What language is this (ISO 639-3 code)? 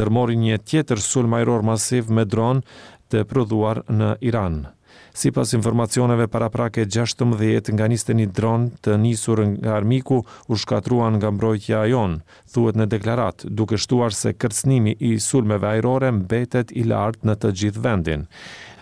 sqi